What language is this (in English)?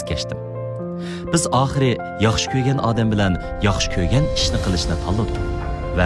Uyghur